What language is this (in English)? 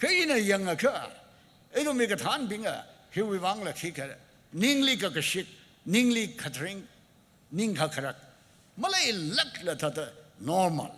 Tangkhul Naga (India)